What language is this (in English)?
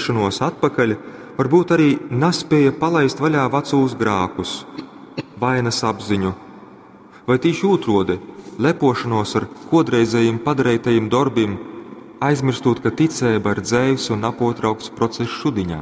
Latgalian